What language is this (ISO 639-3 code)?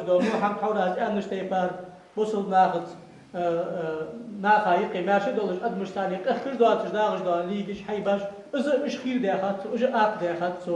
inh